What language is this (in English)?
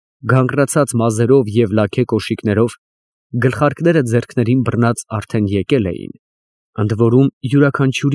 Armenian